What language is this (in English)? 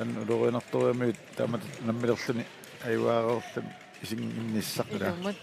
Kalaallisut